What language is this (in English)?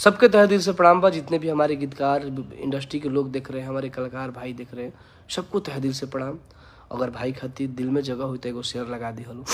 Bhojpuri